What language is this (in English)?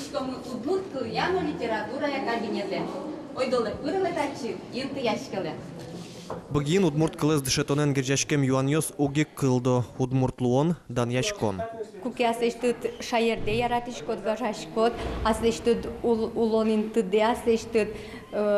Udmurt